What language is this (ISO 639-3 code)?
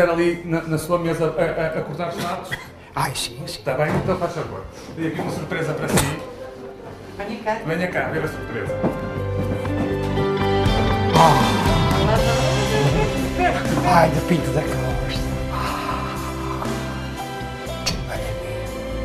por